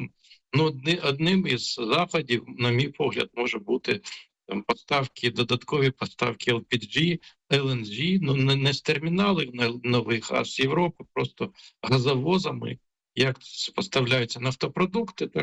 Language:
Ukrainian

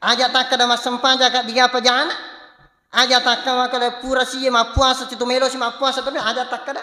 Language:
Buginese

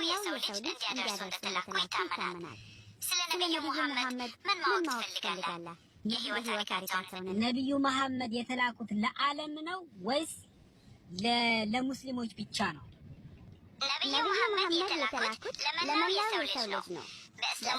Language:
Amharic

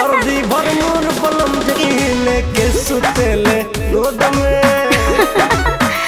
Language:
Bhojpuri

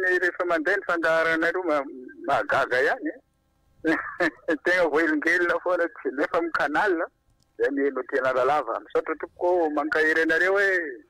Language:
Malagasy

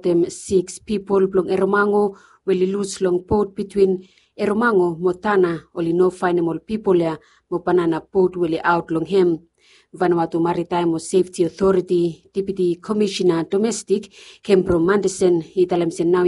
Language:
Bislama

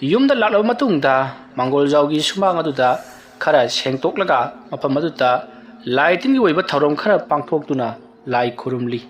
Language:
Manipuri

